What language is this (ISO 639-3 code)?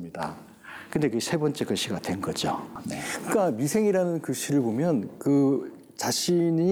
kor